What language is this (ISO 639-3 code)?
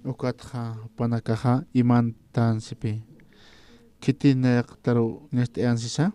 aym